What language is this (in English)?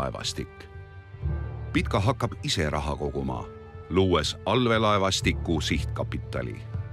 Estonian